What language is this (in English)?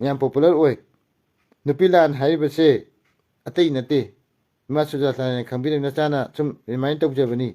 Manipuri